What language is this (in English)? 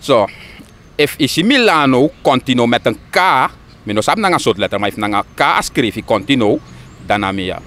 Sranan Tongo